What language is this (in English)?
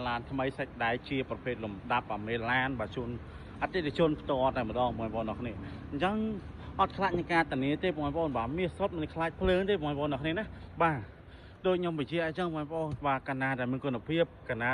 Khmer